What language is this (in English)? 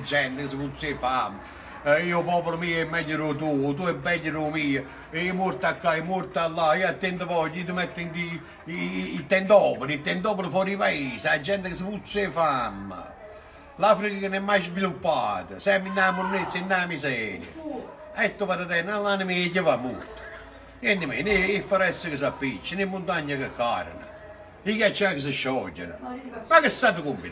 Neapolitan